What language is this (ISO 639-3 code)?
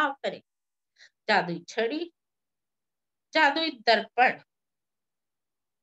hin